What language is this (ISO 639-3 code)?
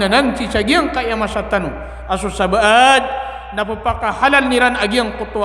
mrw